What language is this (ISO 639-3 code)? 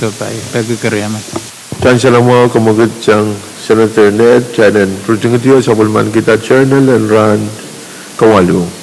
pon